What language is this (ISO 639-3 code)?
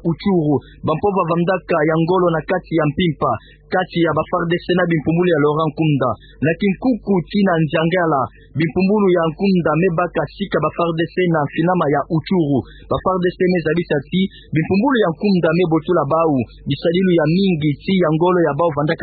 ktu